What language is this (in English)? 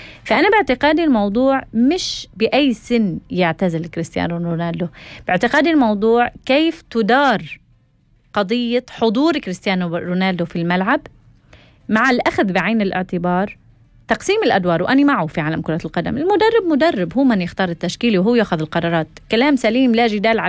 North Levantine Arabic